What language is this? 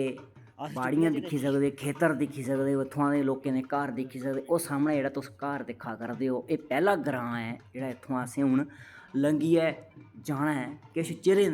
Dogri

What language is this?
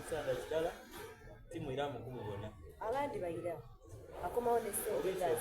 Soga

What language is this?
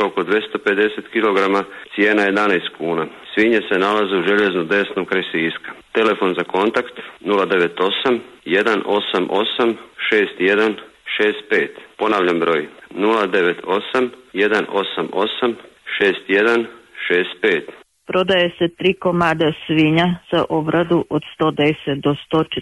Croatian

